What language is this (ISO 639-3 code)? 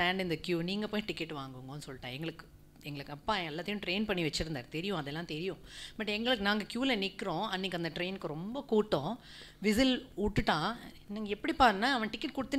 tam